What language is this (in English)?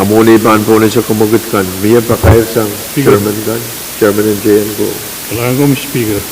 Pohnpeian